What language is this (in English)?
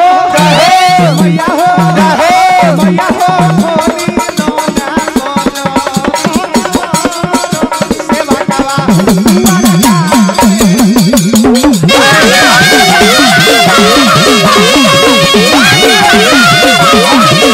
Bhojpuri